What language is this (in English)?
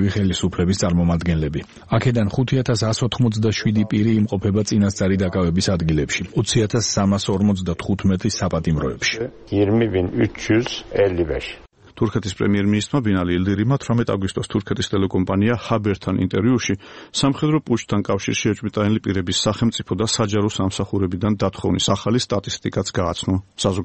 Georgian